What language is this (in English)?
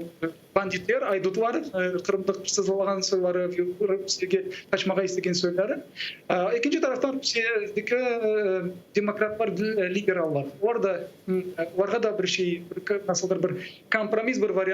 Crimean Tatar